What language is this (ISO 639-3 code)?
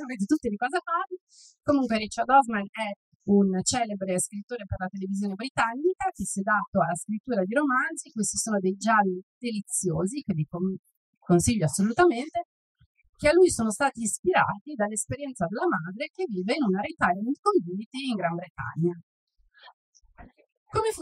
ita